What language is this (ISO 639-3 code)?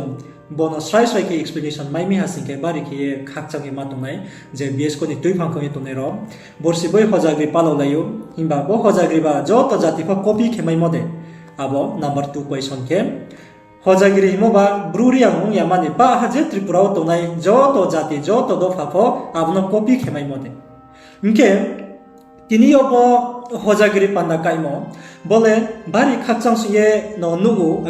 ria